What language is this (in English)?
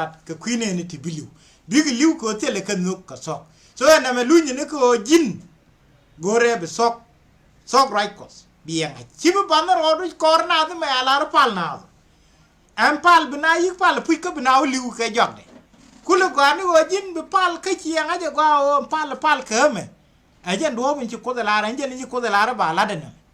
Nuer